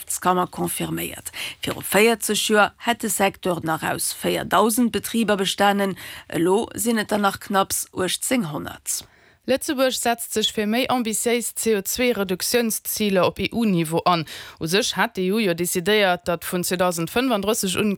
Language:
Luxembourgish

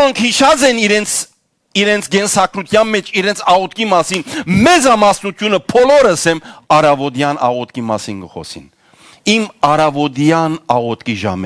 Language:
Western Armenian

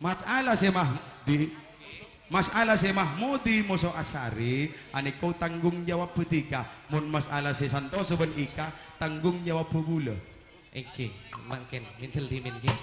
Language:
Madurese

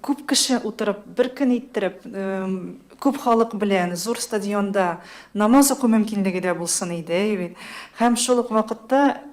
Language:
Tatar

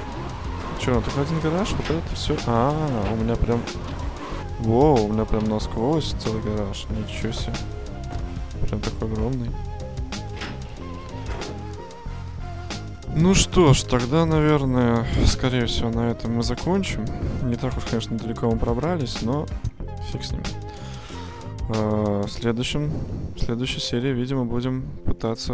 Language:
Russian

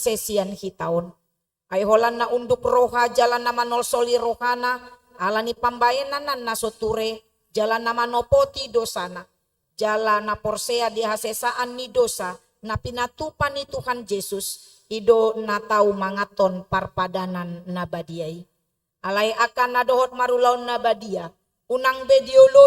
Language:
Batak Toba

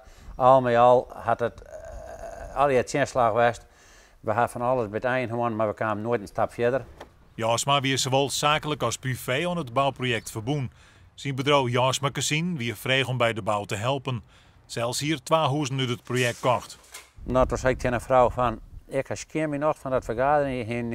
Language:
Western Frisian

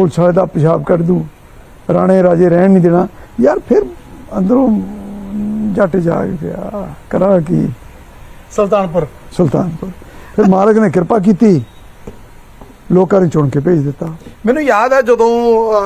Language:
Punjabi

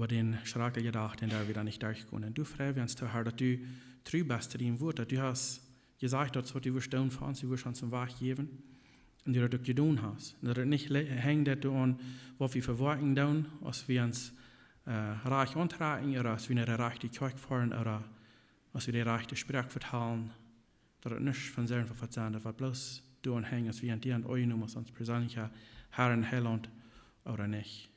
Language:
Plautdietsch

